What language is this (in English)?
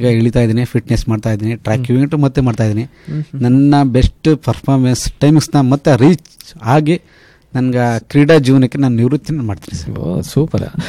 Kannada